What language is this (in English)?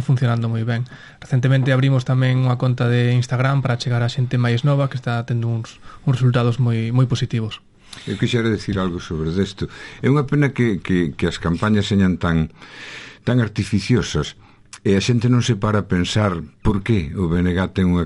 Galician